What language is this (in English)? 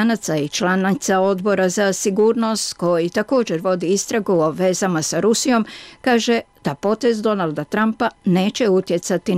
Bosnian